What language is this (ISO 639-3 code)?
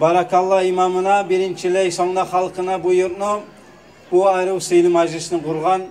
kum